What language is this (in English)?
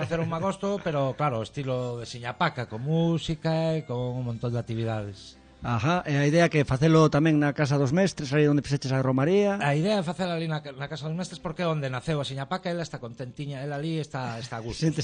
Galician